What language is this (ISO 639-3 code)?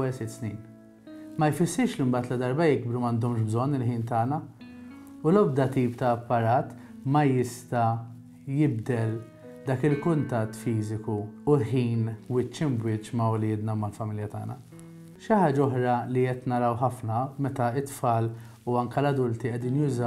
mlt